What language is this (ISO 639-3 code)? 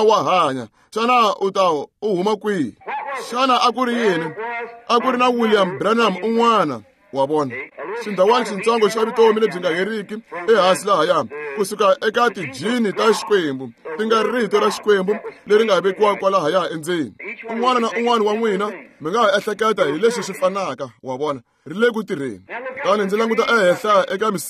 tso